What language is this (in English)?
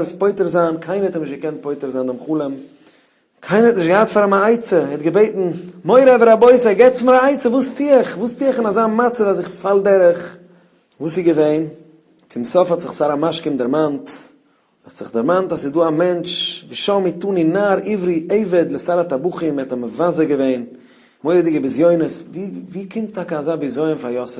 Yiddish